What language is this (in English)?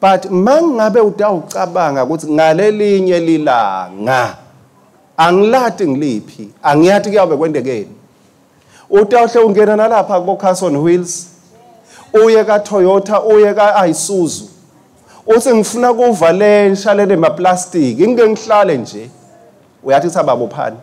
Swati